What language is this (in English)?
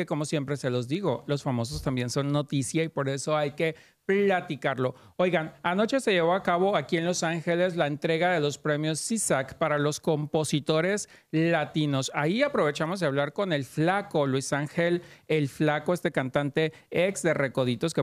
Spanish